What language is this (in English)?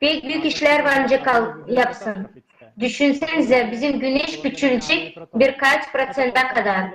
Gagauz